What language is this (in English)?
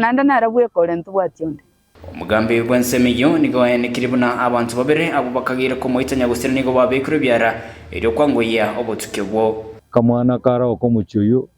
Gusii